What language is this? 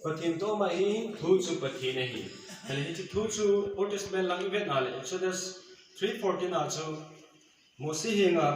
Thado Chin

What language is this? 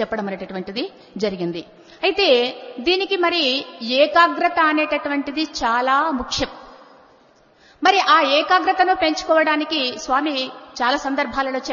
Telugu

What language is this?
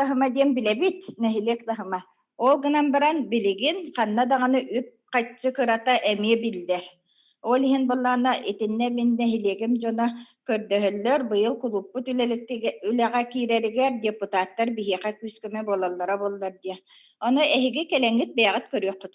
Yakut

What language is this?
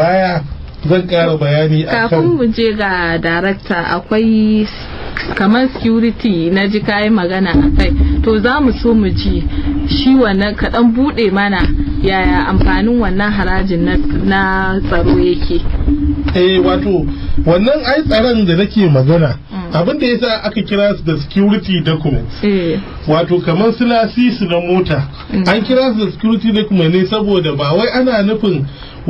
Hausa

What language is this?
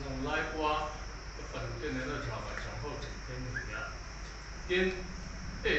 Mizo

